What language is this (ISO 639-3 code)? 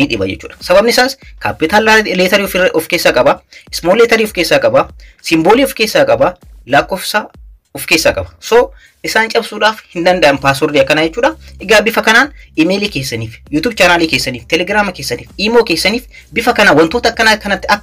orm